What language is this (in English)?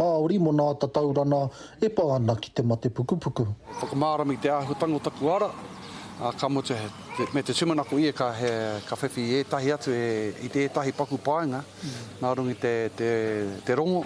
Māori